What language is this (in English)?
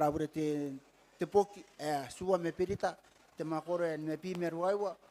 Gilbertese